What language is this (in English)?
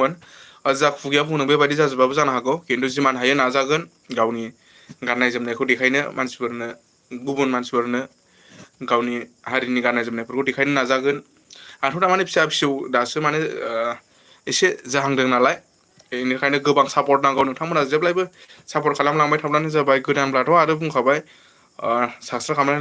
Bodo